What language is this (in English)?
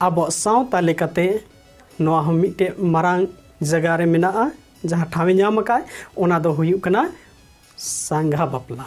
Santali